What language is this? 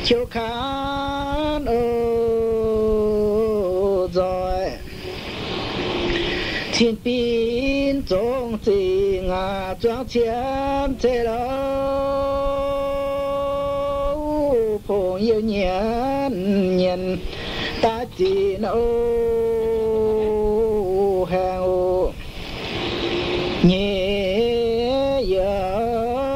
Vietnamese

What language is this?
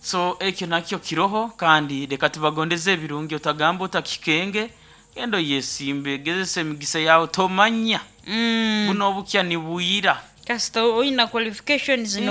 Nyoro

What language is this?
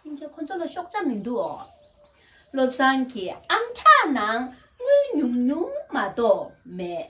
Tibetan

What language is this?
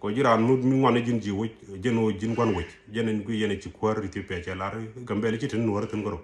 Nuer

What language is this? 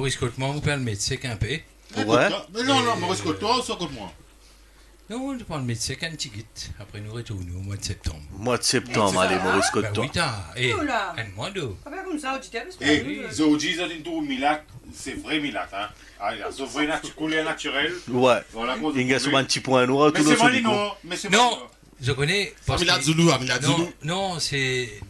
Morisyen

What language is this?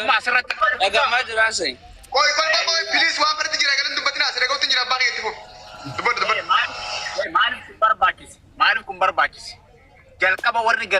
Oromo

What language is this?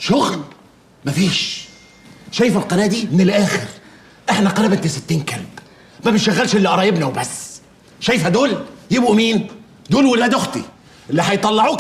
Egyptian Arabic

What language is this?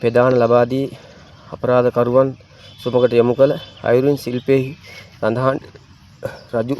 Sinhala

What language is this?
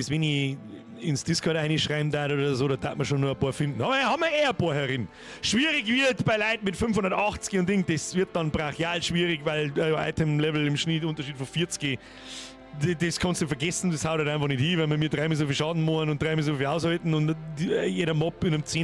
Bavarian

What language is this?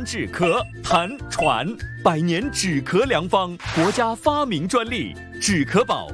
Chinese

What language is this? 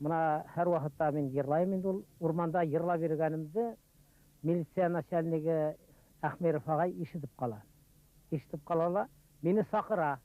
Bashkir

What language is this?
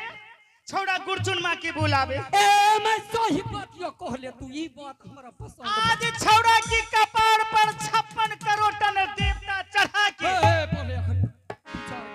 Angika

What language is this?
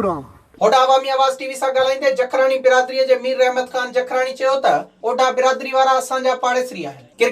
Sindhi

